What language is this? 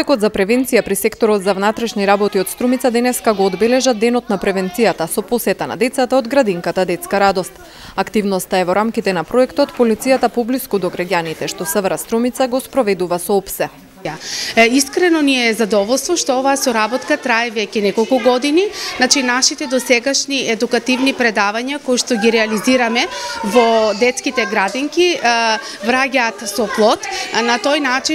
Macedonian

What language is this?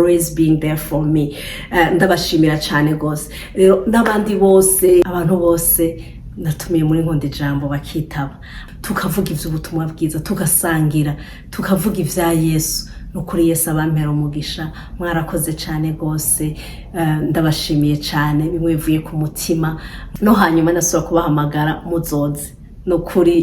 Rundi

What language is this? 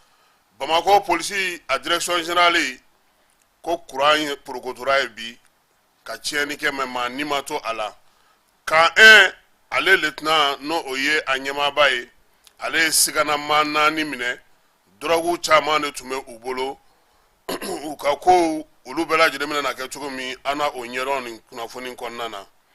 Bambara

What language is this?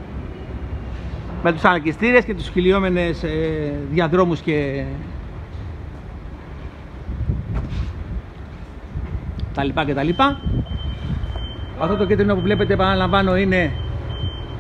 Greek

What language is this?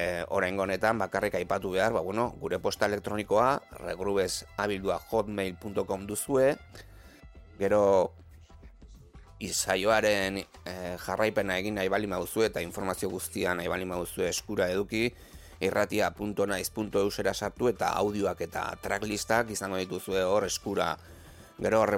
Basque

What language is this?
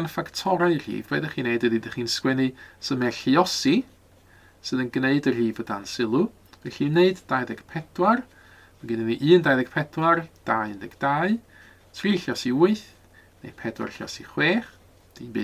Welsh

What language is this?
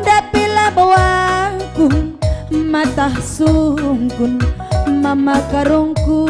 Batak Karo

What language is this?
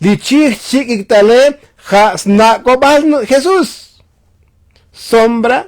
Tzotzil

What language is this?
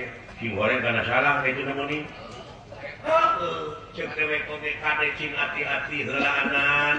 Sundanese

